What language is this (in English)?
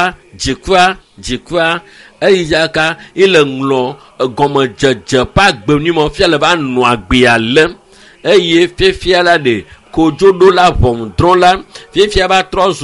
Ewe